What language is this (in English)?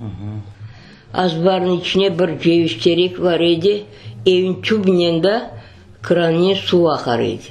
Crimean Tatar